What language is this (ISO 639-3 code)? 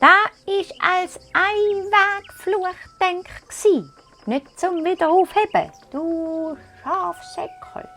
gsw